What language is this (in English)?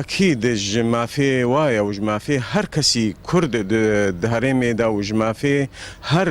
Kurdish